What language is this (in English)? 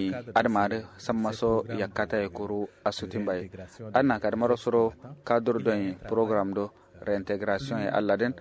Kanuri